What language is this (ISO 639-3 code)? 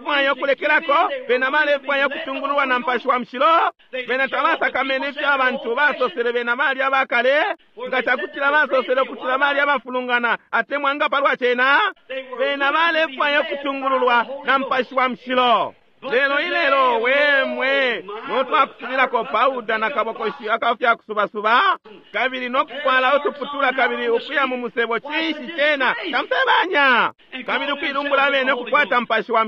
bem